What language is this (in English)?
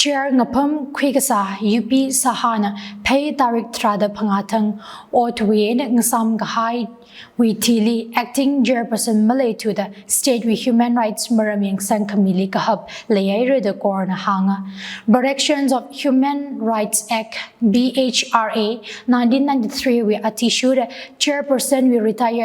Tangkhul Naga (India)